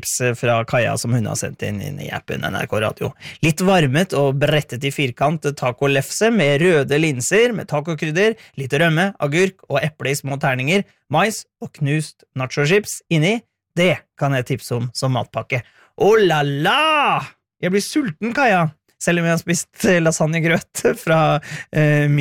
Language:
Norwegian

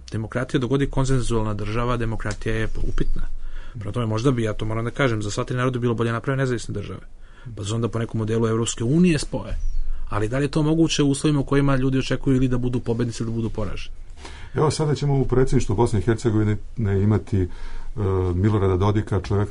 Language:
Bosnian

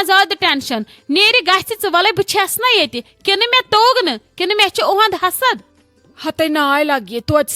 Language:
Kashmiri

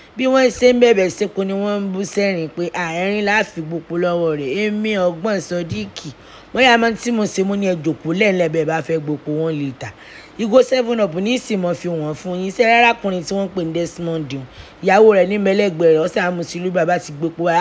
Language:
Yoruba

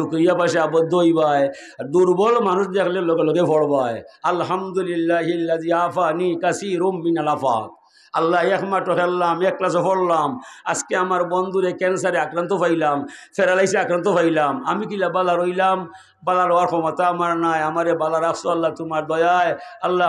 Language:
Sylheti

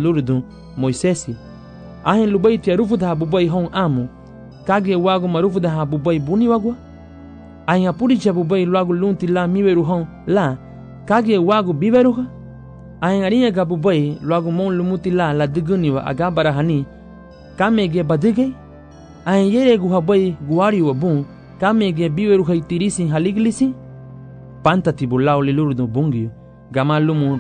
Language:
Garifuna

